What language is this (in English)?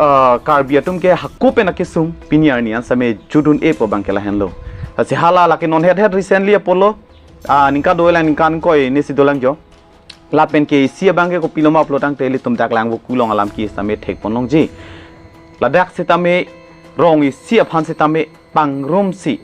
Karbi